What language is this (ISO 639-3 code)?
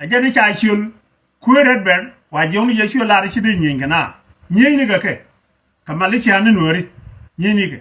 nus